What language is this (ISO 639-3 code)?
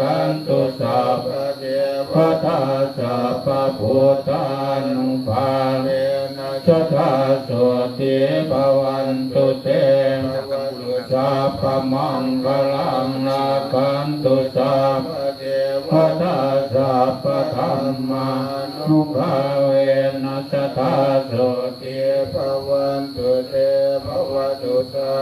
pli